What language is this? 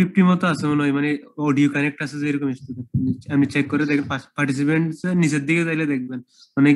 Bangla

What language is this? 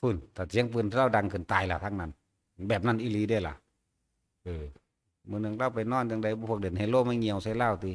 Northeastern Thai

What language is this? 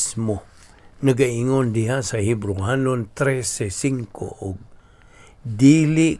Cebuano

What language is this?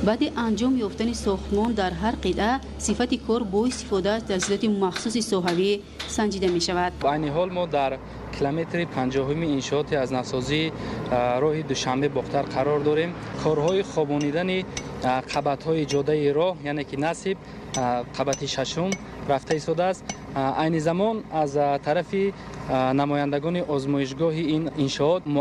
Tajik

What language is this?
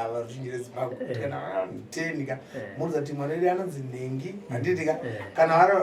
Shona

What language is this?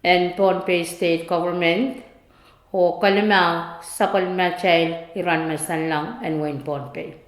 Pohnpeian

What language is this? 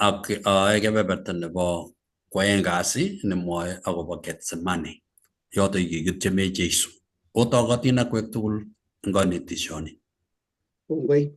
Kalenjin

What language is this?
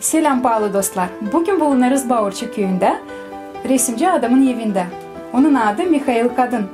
Gagauz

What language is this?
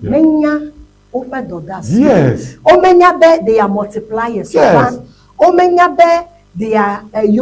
Ewe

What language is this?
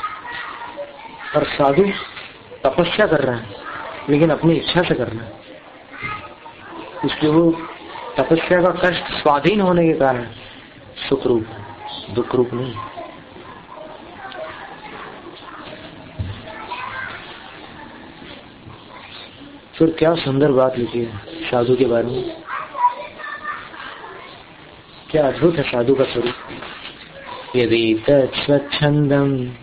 Hindi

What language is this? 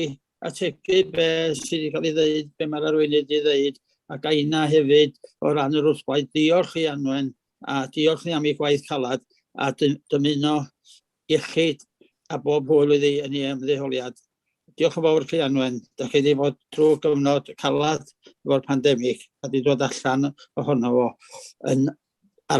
Welsh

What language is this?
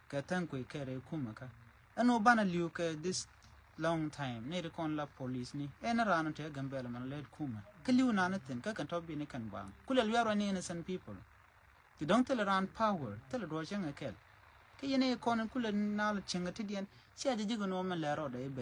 Nuer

